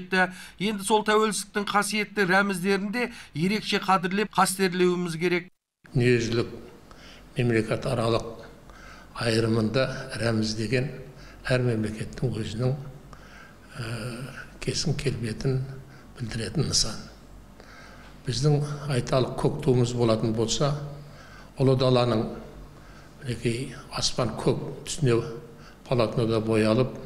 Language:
Kazakh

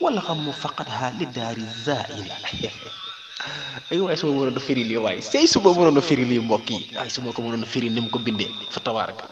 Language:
Wolof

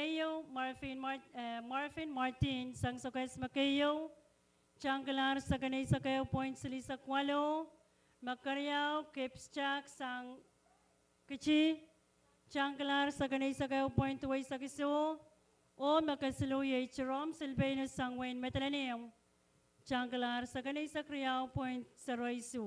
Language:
Pohnpeian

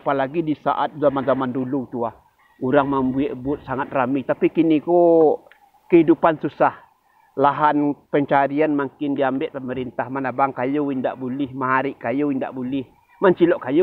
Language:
Minangkabau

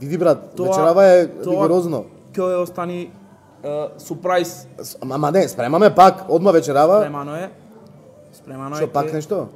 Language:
Macedonian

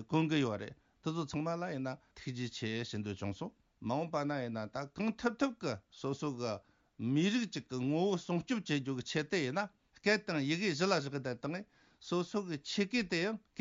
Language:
Tibetan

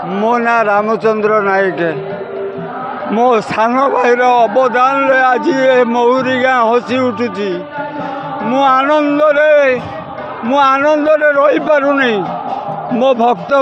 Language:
Odia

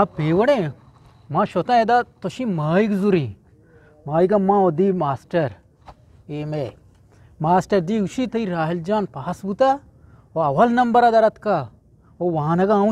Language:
Eastern Balochi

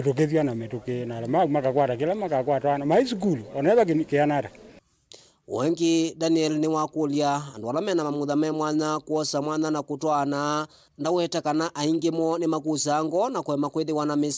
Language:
Kamba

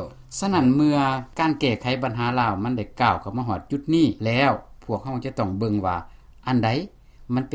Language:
Lao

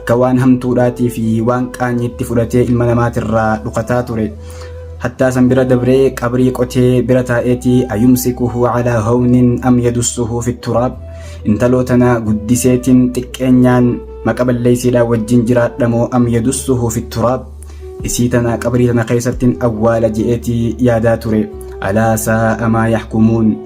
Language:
Oromo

